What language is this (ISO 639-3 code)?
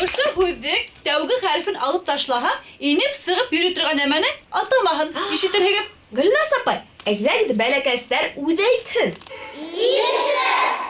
bak